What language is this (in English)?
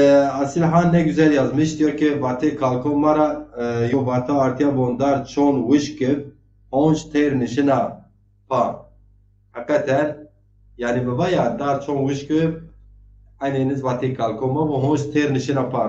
Zaza